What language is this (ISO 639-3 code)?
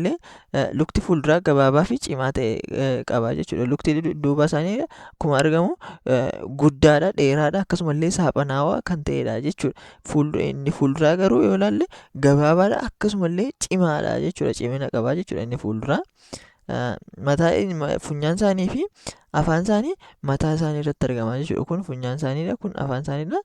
orm